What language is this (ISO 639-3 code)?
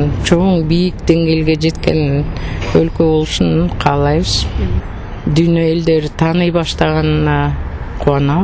kir